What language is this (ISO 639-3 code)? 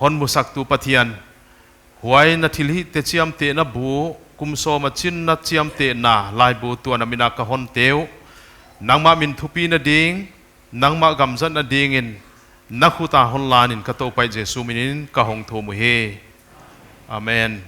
pck